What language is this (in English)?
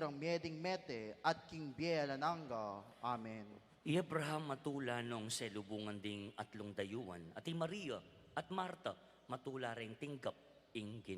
Pampanga